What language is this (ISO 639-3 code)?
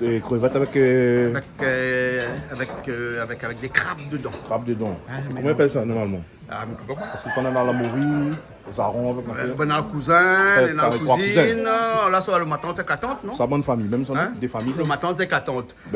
rcf